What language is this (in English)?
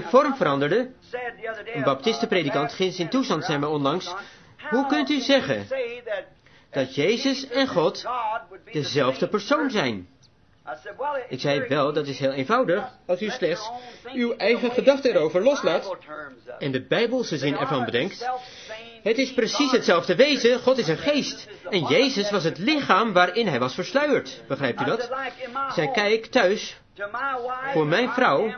Dutch